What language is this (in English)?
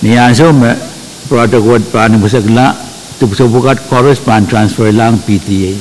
Pohnpeian